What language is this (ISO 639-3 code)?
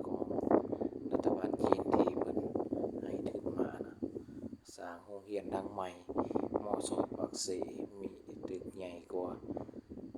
lao